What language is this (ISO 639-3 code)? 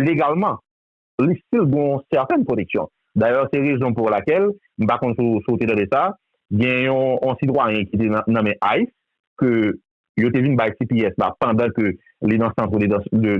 hat